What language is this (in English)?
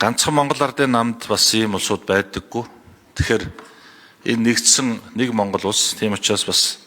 Mongolian